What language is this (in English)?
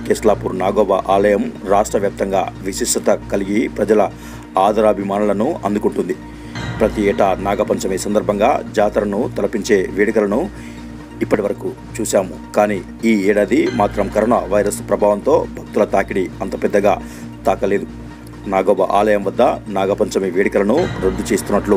Telugu